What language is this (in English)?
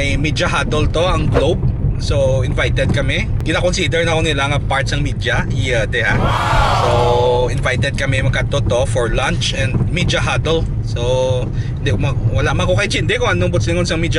Hiligaynon